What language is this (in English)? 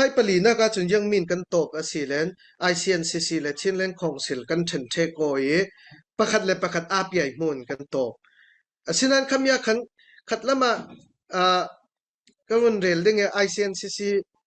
Falam Chin